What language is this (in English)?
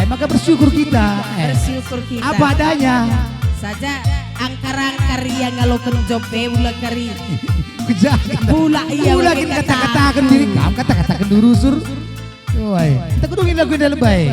Batak Karo